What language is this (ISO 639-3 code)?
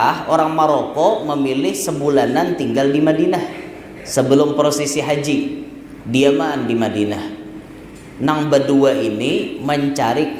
bjn